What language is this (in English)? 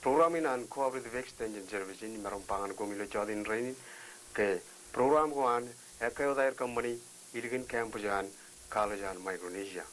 Marshallese